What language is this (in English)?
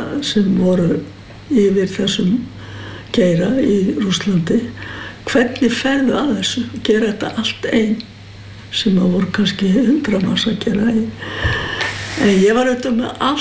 Icelandic